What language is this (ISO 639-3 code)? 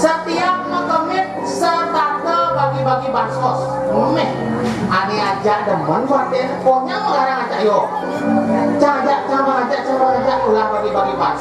ban